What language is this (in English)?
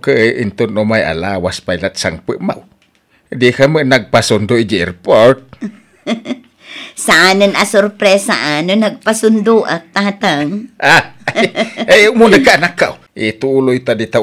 Iloko